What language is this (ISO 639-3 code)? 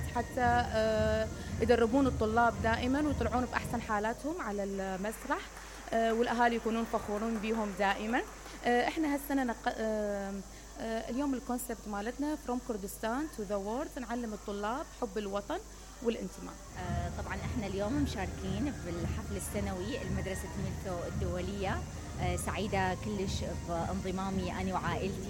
acm